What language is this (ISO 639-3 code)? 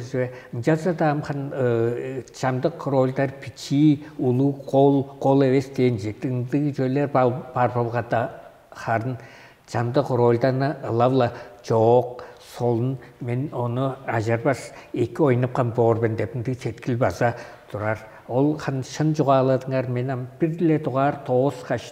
tyv